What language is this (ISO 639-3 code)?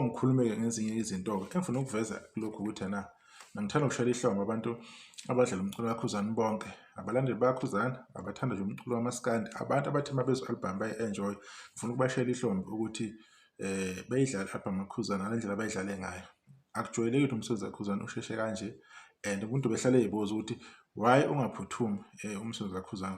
zul